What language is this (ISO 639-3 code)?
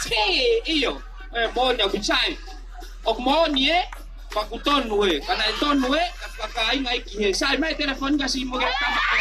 ton